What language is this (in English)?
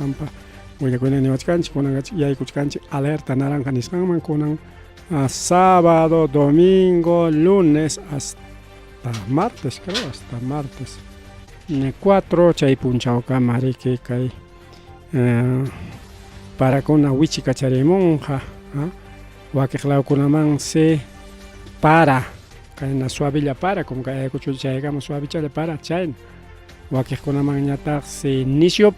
Ayacucho Quechua